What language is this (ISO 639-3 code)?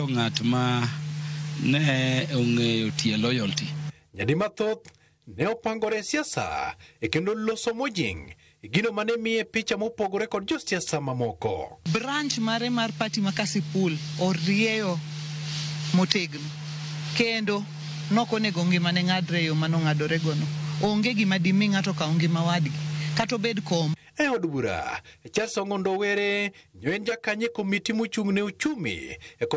luo